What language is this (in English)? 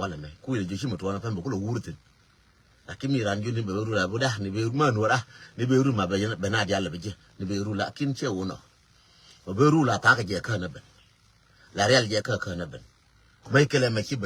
Nuer